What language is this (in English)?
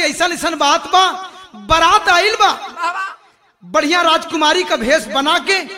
Bhojpuri